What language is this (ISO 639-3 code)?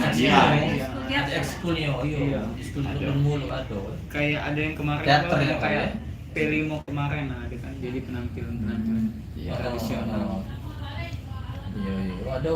mui